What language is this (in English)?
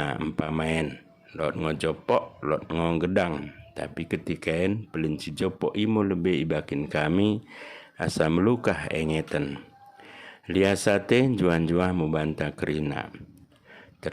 Batak Dairi